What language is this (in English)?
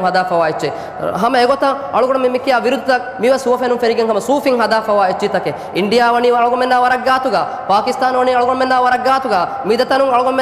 Divehi